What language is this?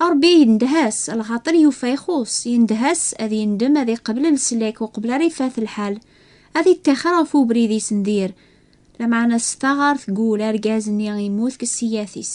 Kabyle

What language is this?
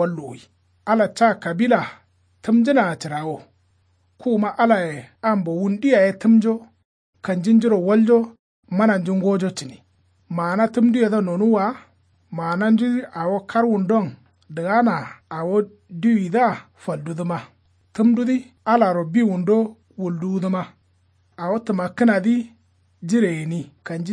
Kanuri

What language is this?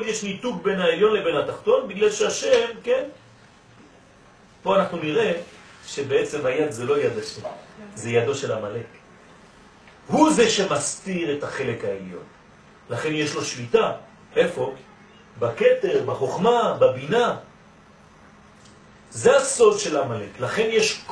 Hebrew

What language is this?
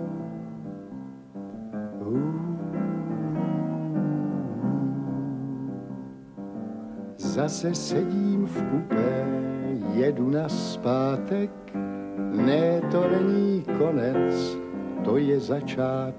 Czech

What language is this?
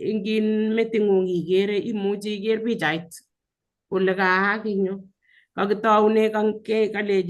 Kalenjin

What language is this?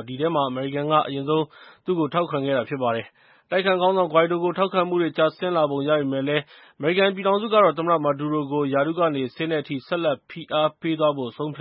Burmese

